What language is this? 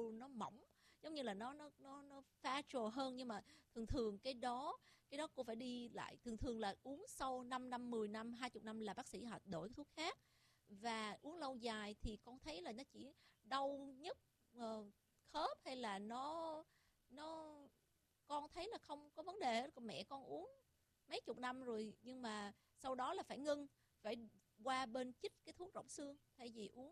Vietnamese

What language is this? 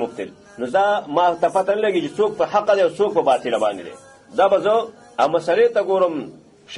Pashto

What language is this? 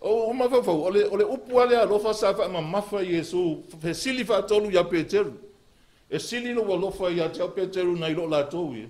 Samoan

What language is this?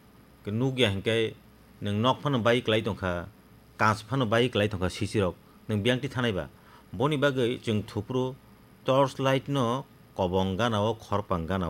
Kok Borok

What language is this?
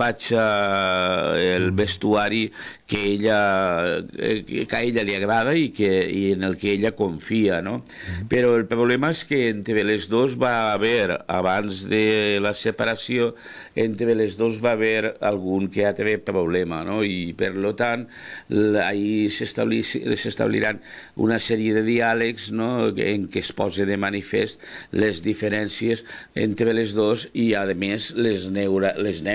Catalan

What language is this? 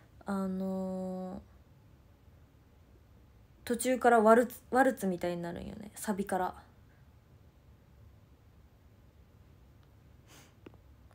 Japanese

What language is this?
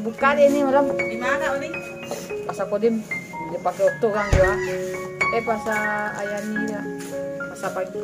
Minangkabau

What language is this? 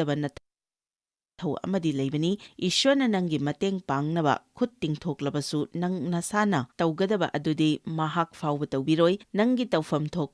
Manipuri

